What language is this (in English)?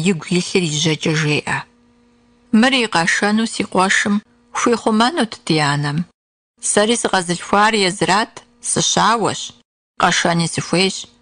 Kabardian